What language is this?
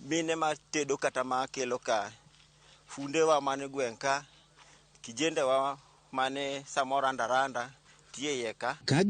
Luo (Kenya and Tanzania)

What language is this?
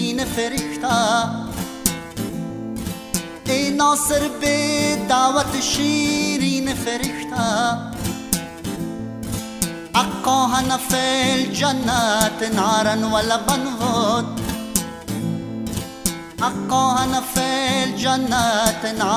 Persian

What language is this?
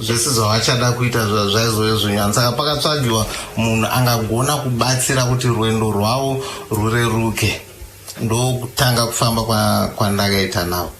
Shona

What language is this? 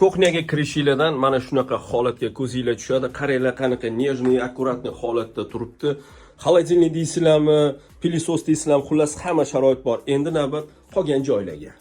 Uzbek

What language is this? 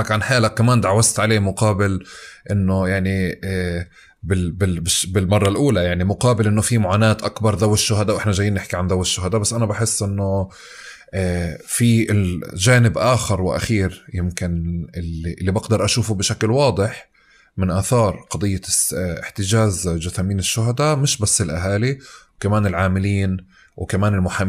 North Levantine Arabic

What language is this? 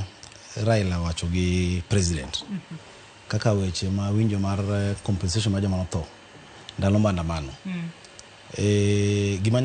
Luo (Kenya and Tanzania)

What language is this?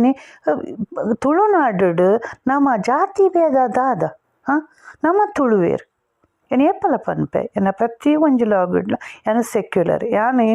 Tulu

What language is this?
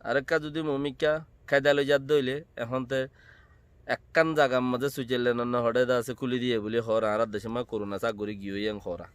Rohingya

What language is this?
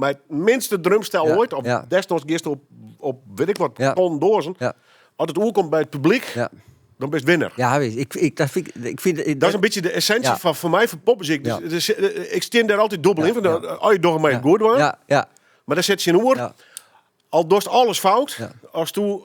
Western Frisian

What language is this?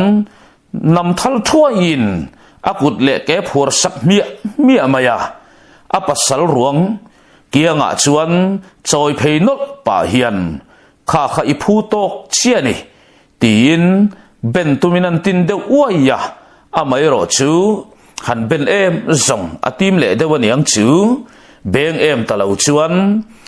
Mizo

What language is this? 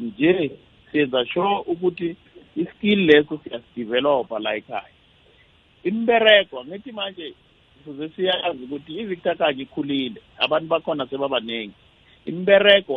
South Ndebele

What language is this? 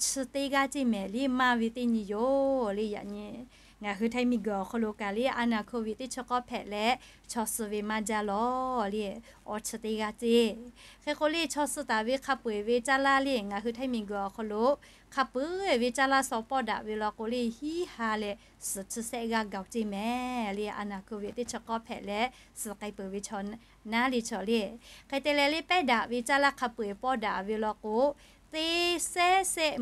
Lahu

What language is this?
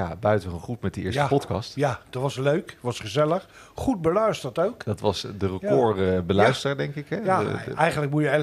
Dutch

